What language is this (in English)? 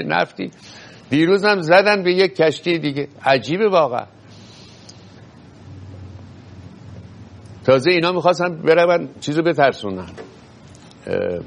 Persian